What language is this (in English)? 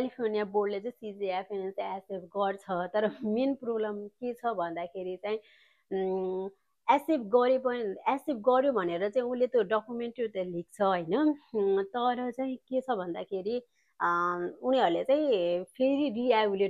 Nepali